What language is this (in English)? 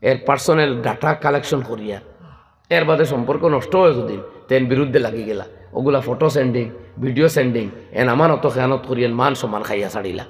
Sylheti